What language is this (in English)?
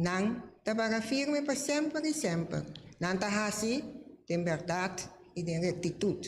Papiamento